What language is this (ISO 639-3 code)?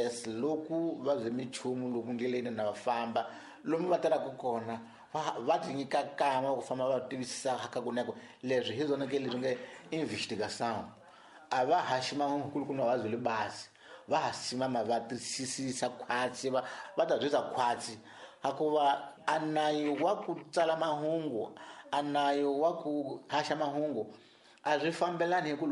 tso